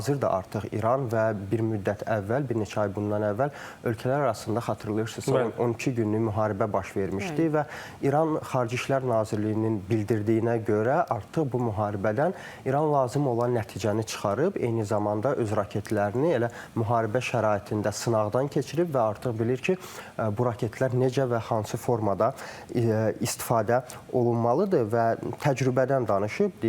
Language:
Azerbaijani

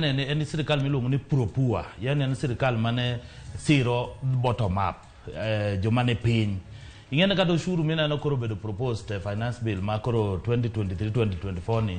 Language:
Luo (Kenya and Tanzania)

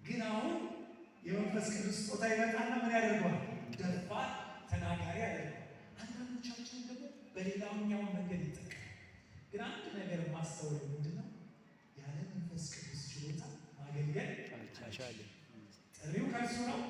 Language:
Amharic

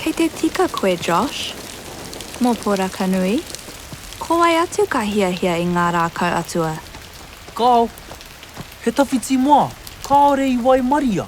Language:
Māori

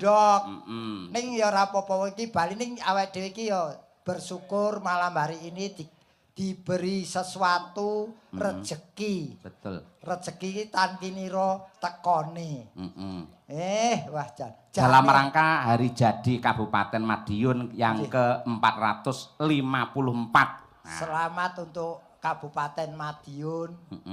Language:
Javanese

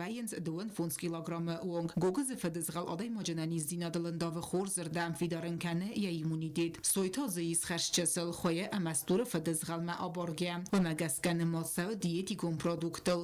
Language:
Ossetic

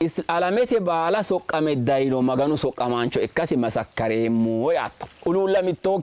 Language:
Sidamo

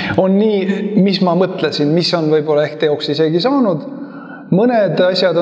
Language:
Estonian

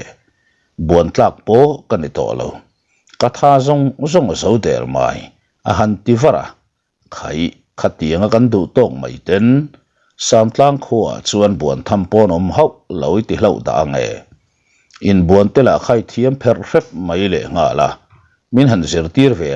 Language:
Mizo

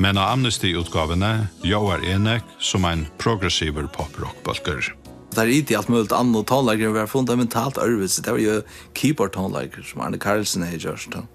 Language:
Faroese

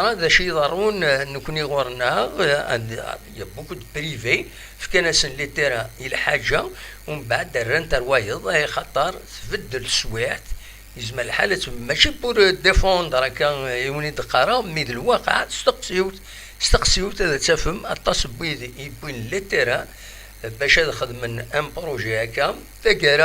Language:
Kabyle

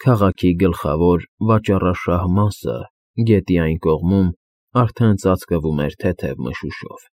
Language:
Armenian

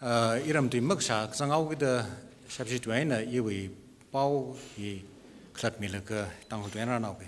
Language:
Tangkhul Naga (India)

